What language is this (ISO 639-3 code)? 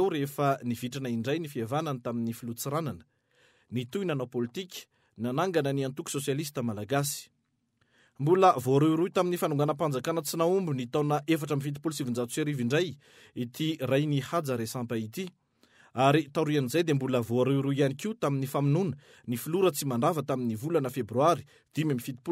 mlg